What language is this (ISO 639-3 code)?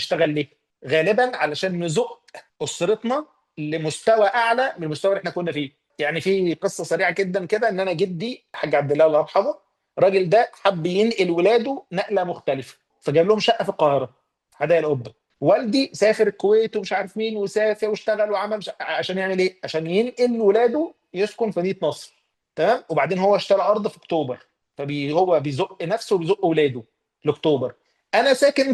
arz